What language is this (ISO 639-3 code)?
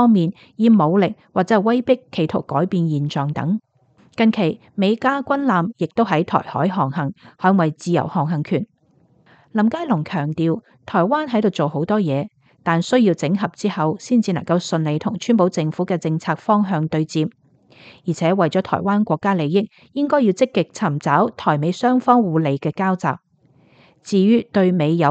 yue